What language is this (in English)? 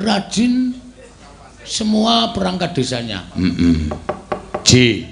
Javanese